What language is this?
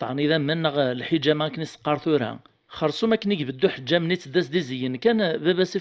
Kabyle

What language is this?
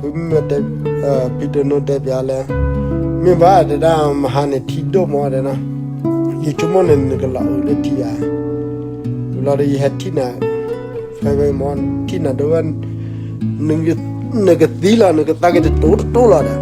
S'gaw Karen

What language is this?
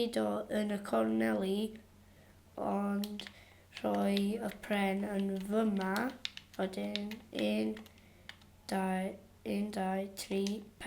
Welsh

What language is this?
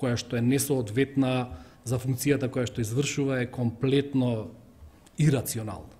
Macedonian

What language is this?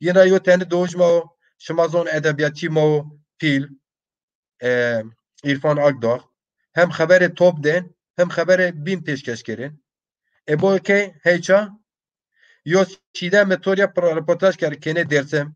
Zaza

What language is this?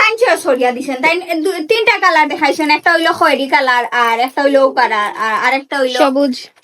Sylheti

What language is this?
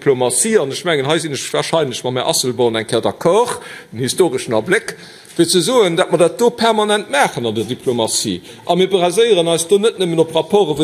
Luxembourgish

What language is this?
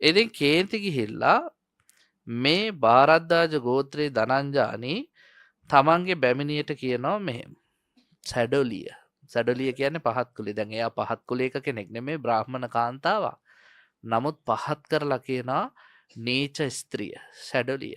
Sinhala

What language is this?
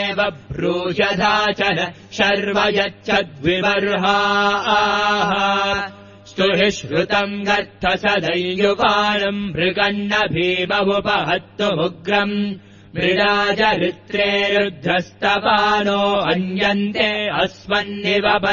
Sanskrit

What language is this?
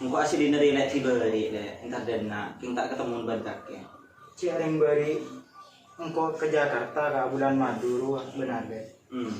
Madurese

